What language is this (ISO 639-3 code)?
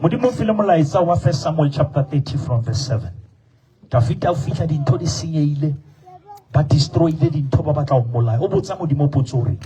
sot